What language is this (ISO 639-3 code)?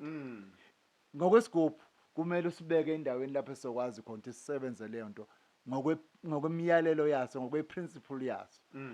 zul